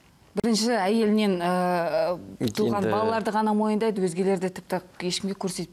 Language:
Kazakh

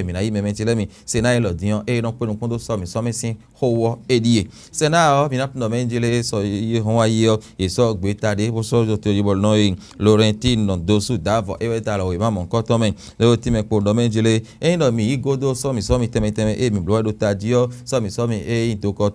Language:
Fon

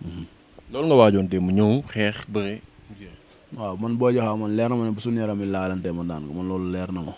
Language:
Wolof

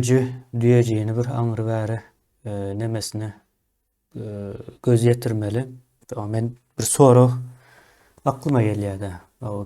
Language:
Turkmen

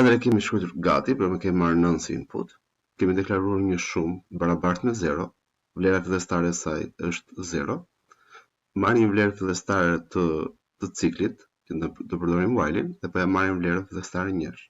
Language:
Albanian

